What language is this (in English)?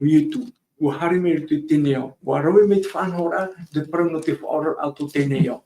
Tahitian